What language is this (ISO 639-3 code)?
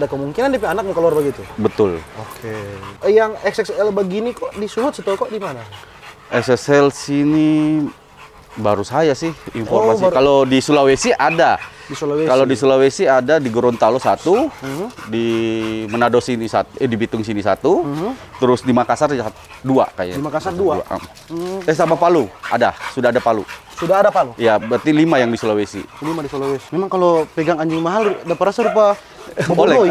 xmm